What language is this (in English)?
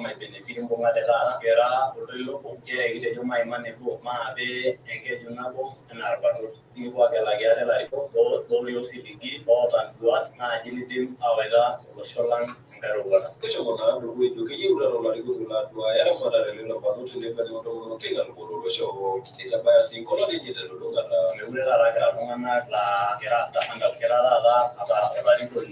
Masai